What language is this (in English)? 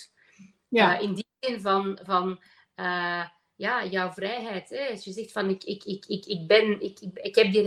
Dutch